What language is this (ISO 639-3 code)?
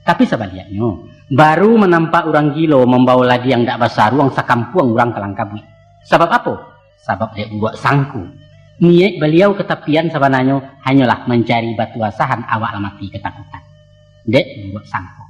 min